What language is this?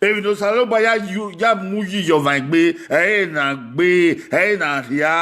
Bini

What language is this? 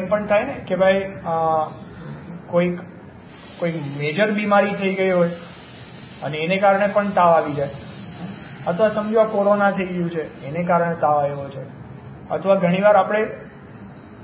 Gujarati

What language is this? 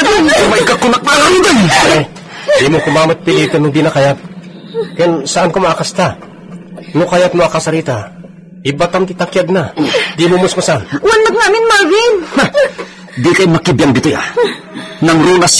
Iloko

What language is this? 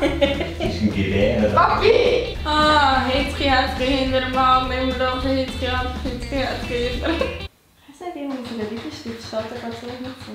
Swiss German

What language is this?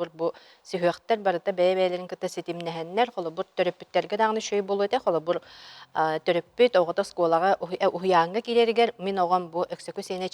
Yakut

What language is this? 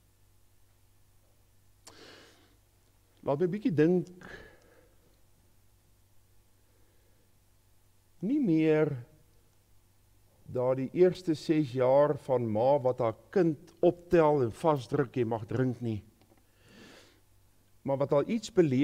Afrikaans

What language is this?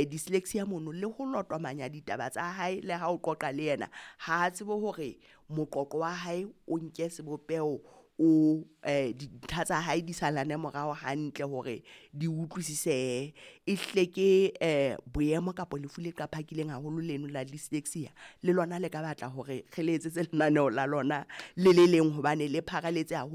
Southern Sotho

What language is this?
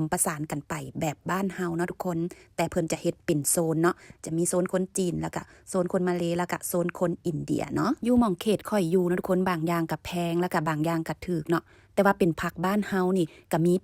Lao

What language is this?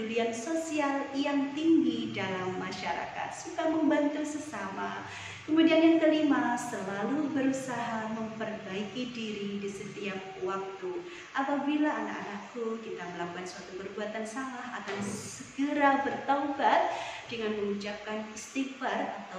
Indonesian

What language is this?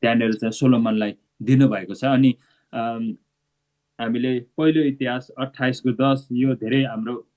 Nepali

